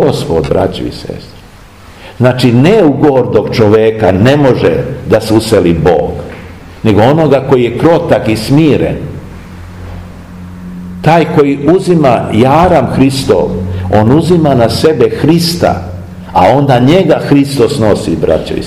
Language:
Serbian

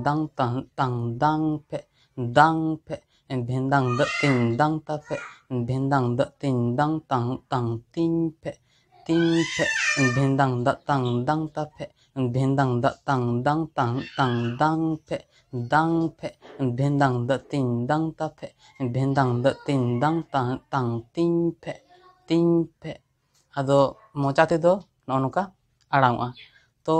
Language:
Santali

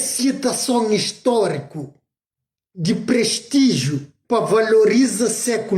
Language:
Kabuverdianu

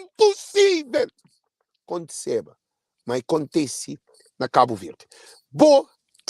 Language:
Kabuverdianu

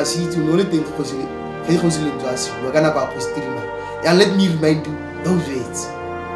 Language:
Tswana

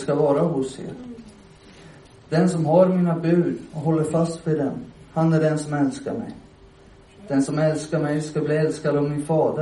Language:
Swedish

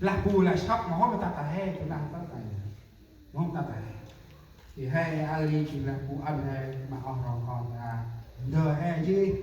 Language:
Central Mnong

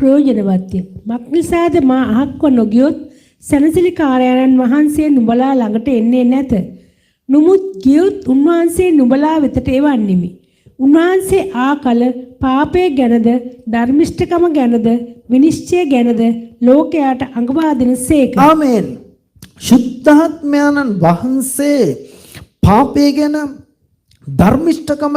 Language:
Sinhala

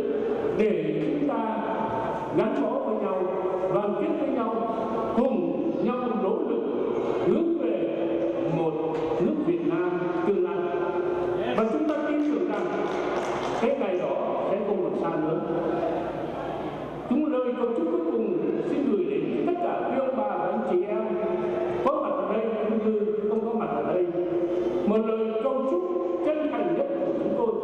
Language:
Vietnamese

